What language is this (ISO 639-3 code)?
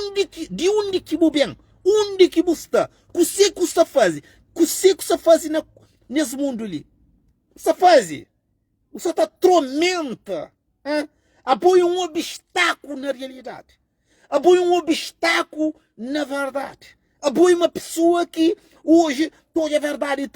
kea